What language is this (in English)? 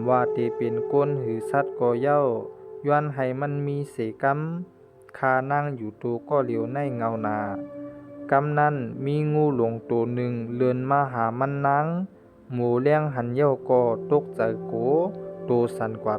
Shan